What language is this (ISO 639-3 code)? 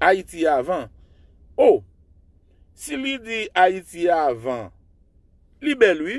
hat